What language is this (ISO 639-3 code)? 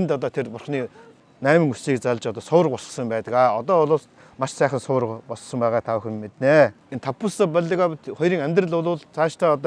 mon